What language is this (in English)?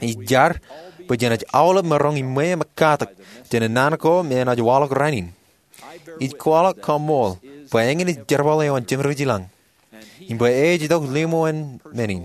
Marshallese